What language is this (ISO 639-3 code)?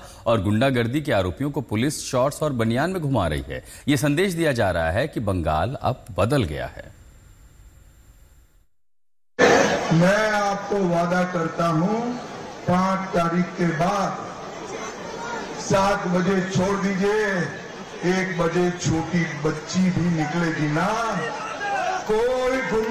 hin